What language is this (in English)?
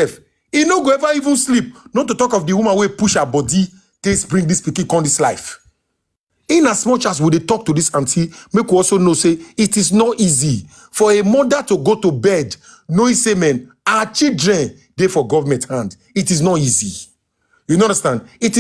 Nigerian Pidgin